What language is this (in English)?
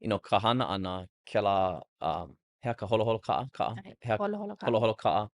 Hawaiian